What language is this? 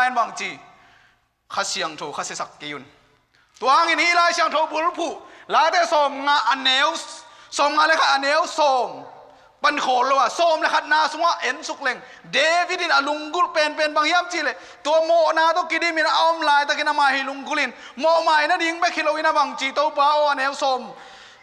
Tedim Chin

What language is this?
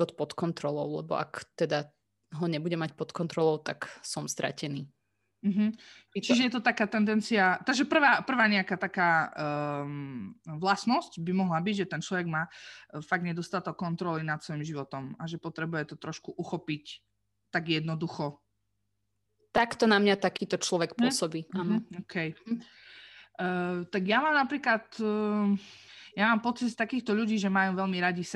Slovak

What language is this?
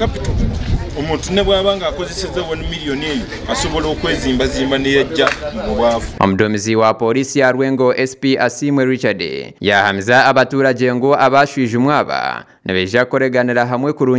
Nyankole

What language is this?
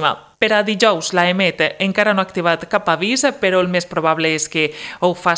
Catalan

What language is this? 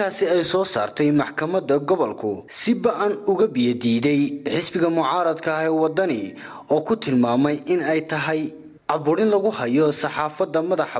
Somali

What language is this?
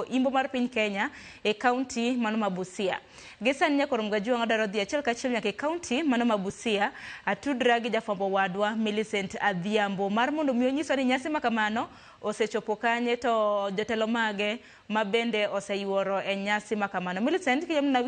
Luo (Kenya and Tanzania)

